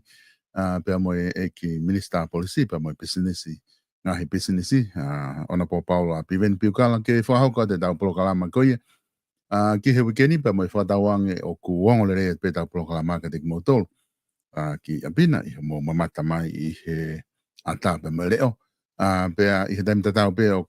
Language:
Tongan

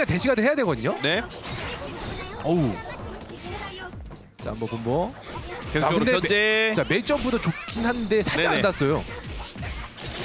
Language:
Korean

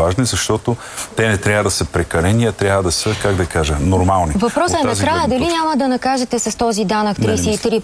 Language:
Bulgarian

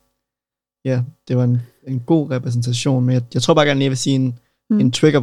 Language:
Danish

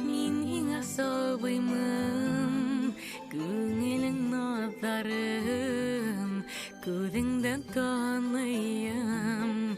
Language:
Bashkir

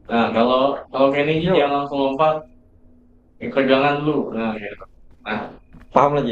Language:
Banjar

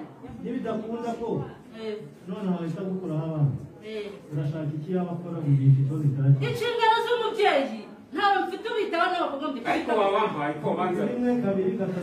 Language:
Kinyarwanda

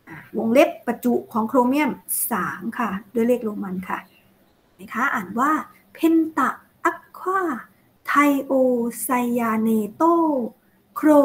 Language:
Thai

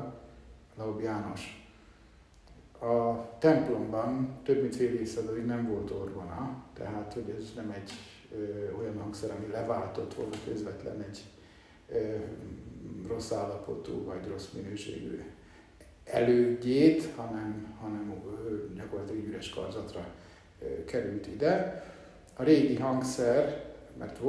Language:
Hungarian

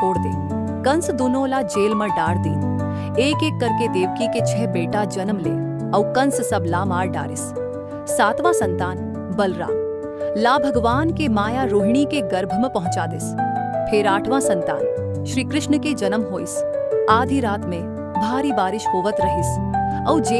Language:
Chhattisgarhi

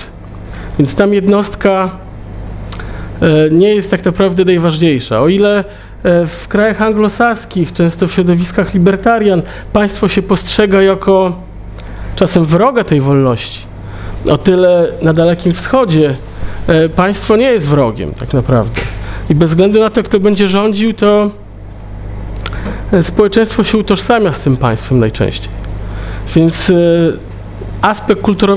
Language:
Polish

